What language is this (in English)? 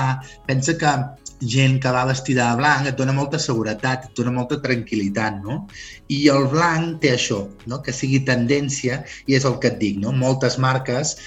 Catalan